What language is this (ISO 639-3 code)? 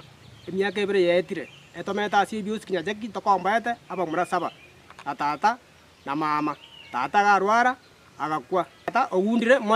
guz